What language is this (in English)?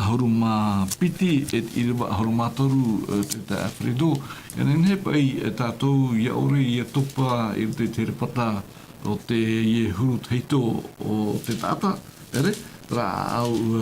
Tahitian